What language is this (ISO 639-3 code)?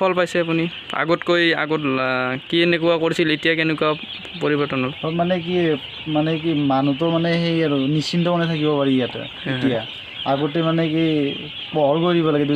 asm